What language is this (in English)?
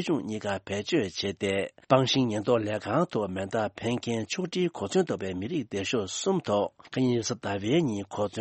Tibetan